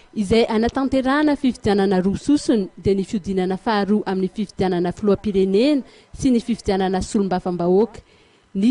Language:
Malagasy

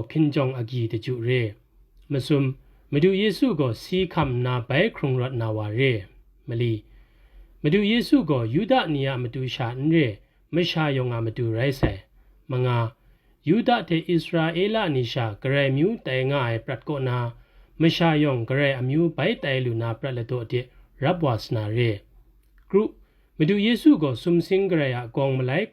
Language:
Kachin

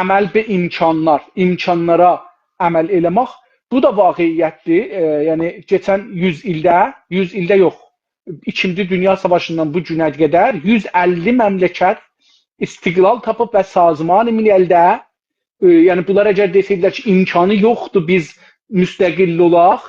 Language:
South Azerbaijani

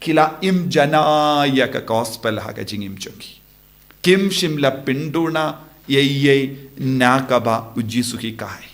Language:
Khasi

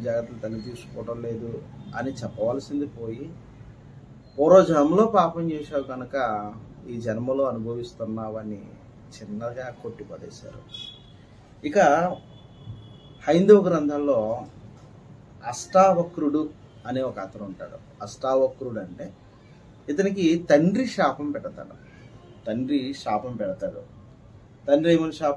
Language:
Telugu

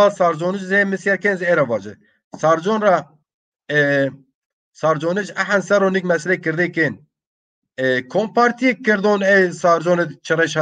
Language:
Zaza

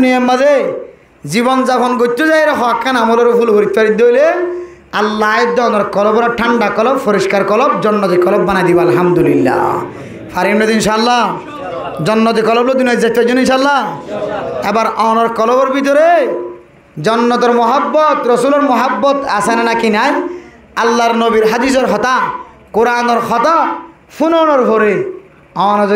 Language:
Rohingya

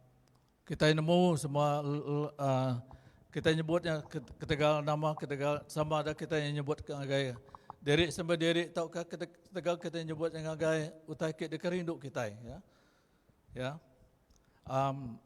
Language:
Iban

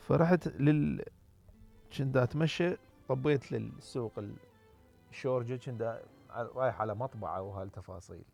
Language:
Mesopotamian Arabic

